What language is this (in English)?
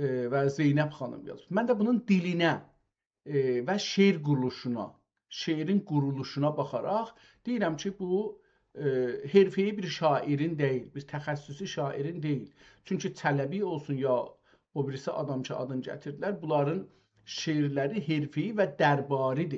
South Azerbaijani